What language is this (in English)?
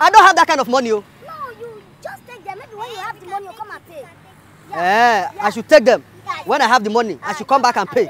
Nigerian Pidgin